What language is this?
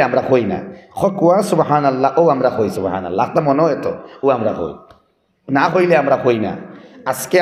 Sylheti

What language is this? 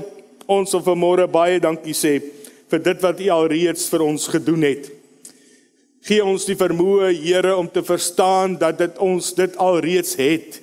Afrikaans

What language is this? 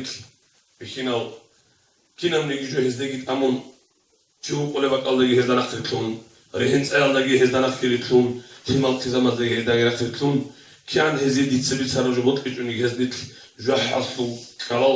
Avaric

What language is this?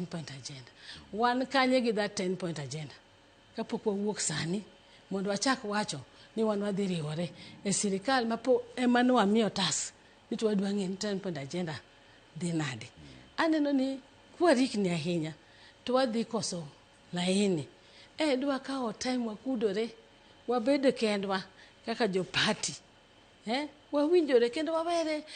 Luo (Kenya and Tanzania)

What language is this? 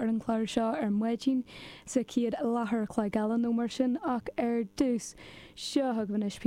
Irish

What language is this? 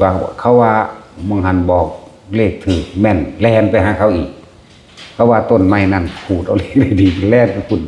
Northeastern Thai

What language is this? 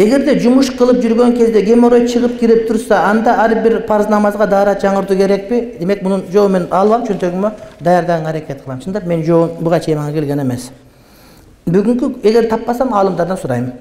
Kyrgyz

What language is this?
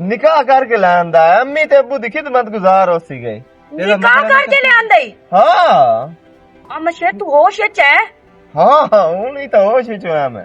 Western Panjabi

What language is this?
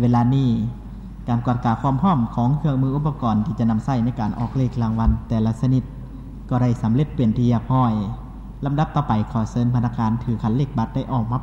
Lao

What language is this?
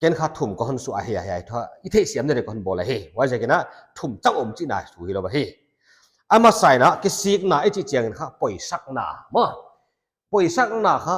Paite Chin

